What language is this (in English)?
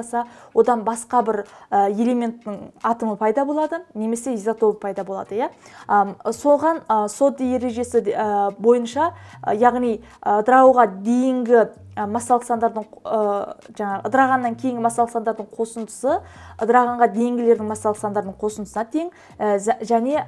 Kazakh